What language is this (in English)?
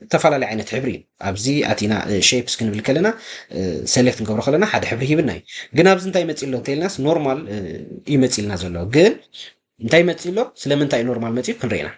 Tigrinya